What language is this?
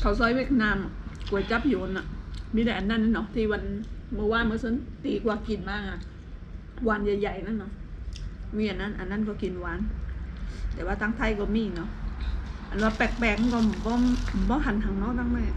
Shan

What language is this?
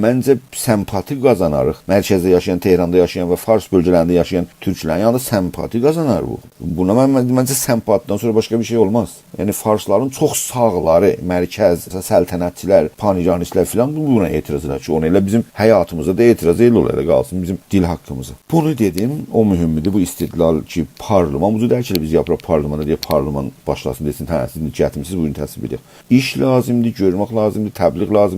South Azerbaijani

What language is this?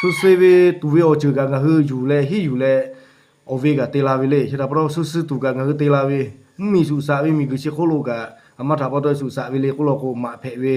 Lahu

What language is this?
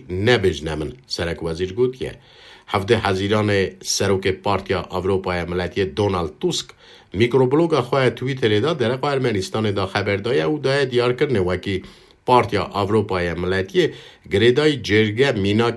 Kurdish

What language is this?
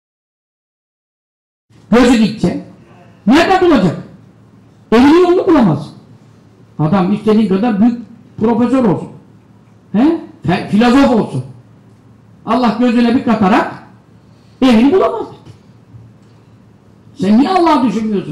Turkish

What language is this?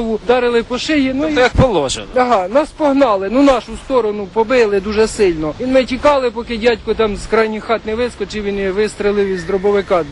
Ukrainian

